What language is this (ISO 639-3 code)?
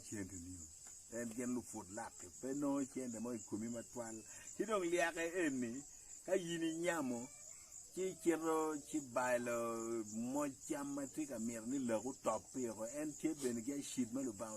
ach